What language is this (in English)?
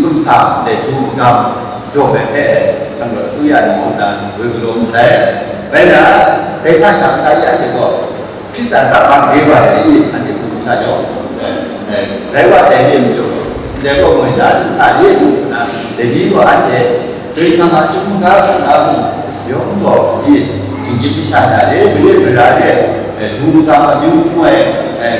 Kachin